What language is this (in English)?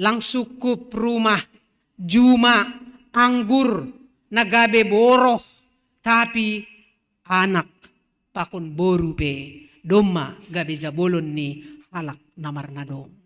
Batak Simalungun